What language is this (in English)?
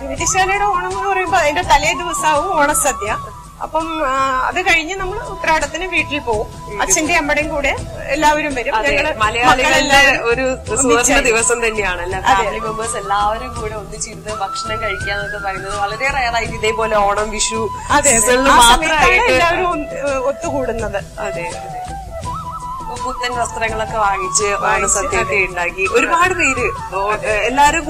Malayalam